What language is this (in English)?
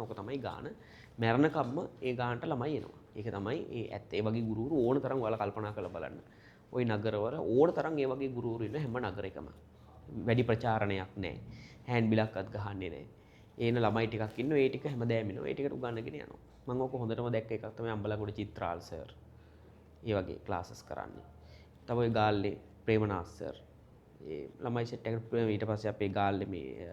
Sinhala